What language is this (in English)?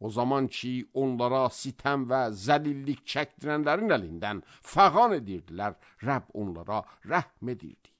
Azerbaijani